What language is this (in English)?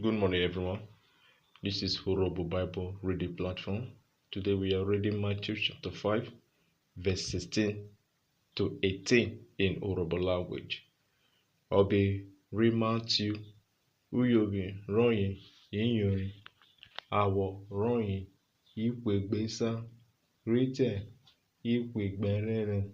Urhobo